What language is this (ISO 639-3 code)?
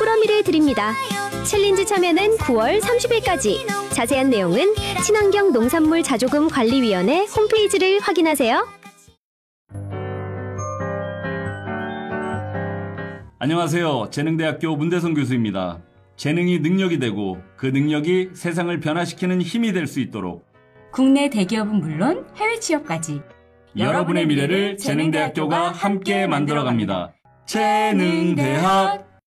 kor